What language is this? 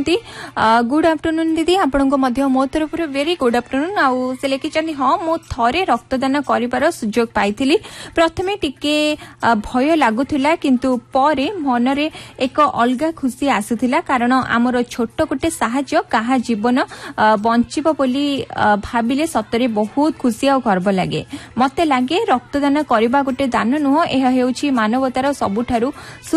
Odia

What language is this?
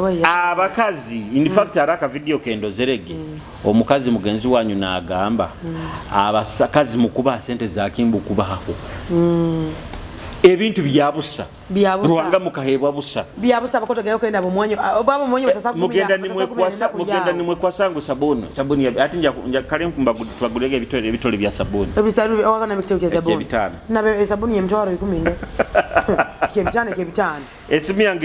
Nyoro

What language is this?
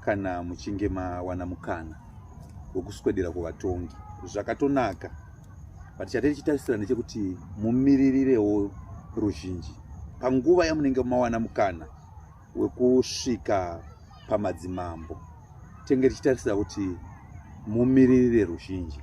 Shona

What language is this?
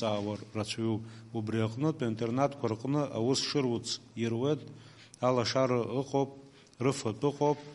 Abkhazian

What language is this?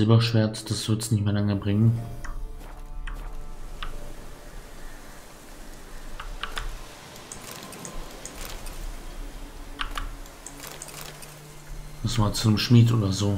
German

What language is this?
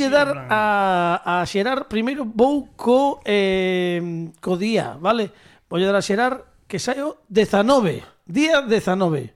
Galician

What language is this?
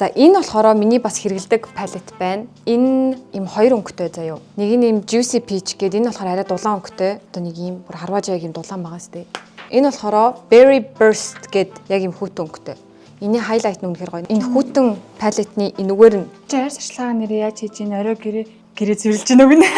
Mongolian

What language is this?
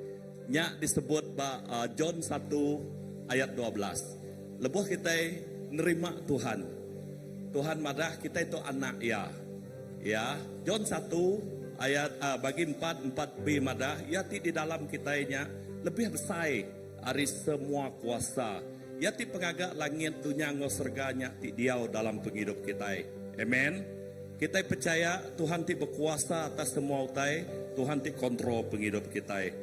Iban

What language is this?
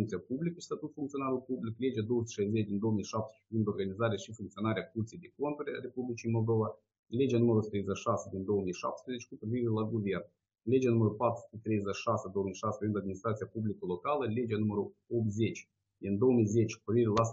Romanian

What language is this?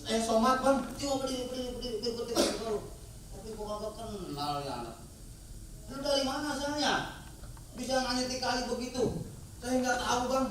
Betawi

